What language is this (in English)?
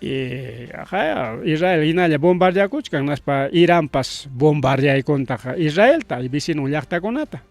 Ayacucho Quechua